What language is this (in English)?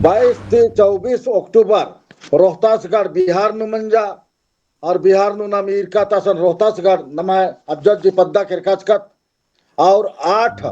Kurukh